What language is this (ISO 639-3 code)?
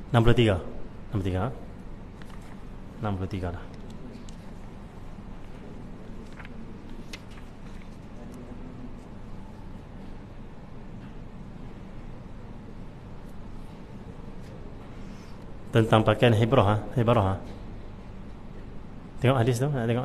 msa